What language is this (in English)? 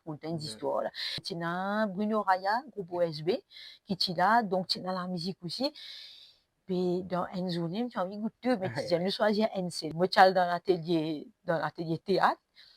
Morisyen